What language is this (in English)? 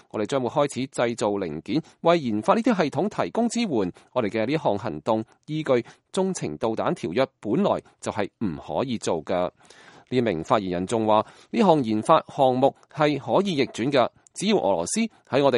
Cantonese